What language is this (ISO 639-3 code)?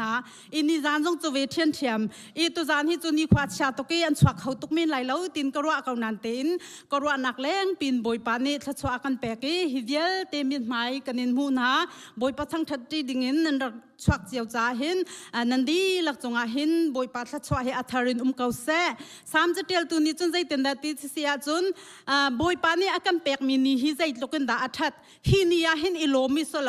cnh